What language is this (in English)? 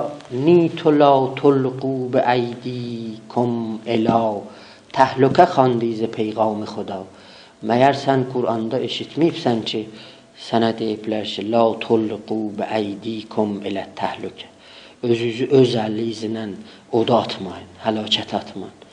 South Azerbaijani